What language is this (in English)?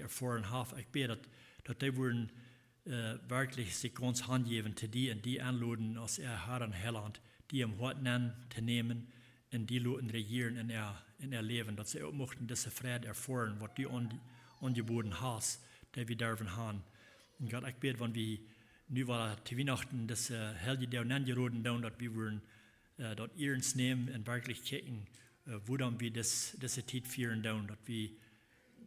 Plautdietsch